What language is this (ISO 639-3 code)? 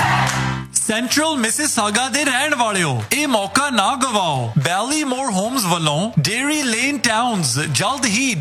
pan